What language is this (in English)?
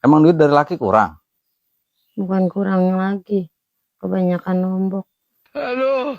Betawi